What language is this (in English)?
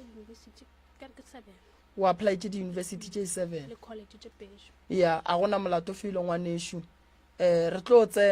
Northern Sotho